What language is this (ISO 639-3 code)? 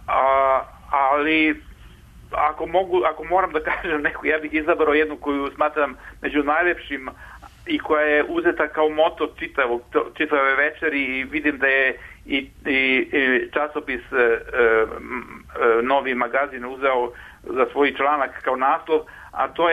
srp